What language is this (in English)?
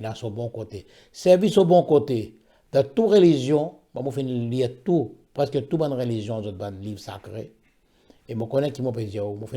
Morisyen